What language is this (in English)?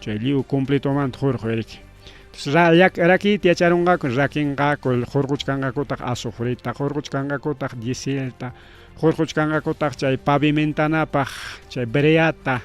Ayacucho Quechua